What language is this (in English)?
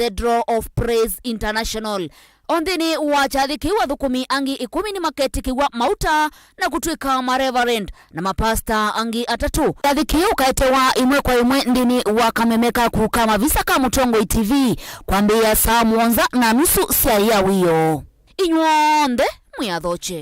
Kamba